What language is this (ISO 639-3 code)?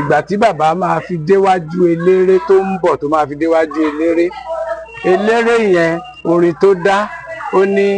yor